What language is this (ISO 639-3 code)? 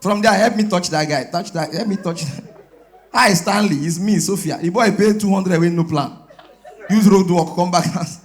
pcm